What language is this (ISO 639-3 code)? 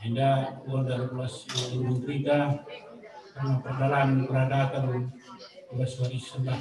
btx